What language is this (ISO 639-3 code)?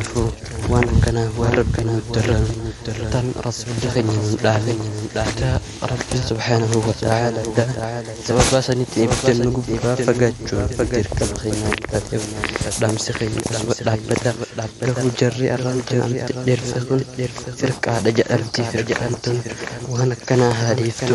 orm